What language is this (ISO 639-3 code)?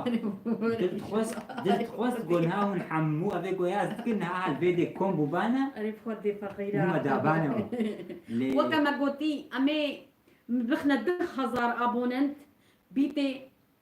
kur